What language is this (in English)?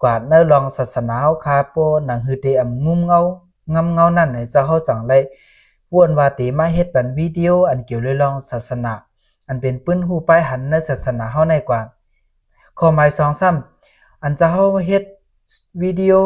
Shan